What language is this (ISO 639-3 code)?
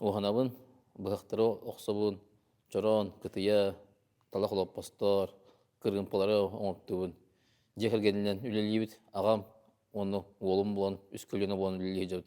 sah